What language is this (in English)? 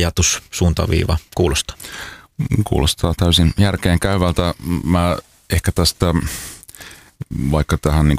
Finnish